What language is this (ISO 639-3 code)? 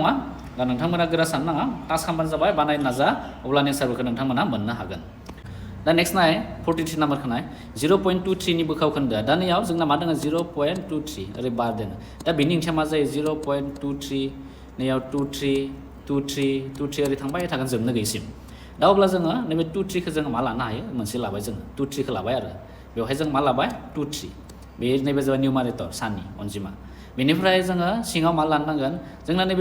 brx